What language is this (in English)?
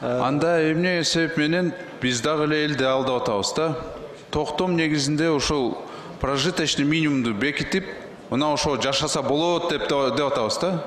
Kyrgyz